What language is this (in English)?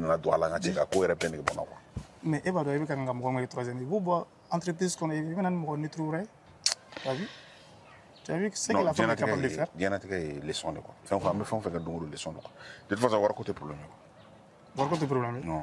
Bambara